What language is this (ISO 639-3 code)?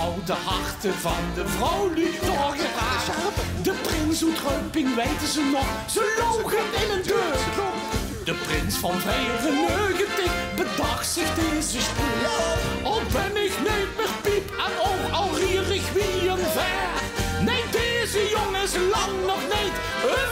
lim